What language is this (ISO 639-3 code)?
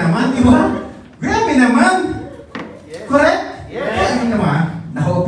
fil